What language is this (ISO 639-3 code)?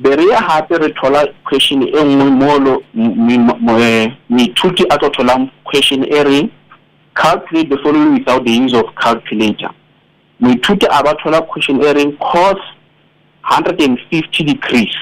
sot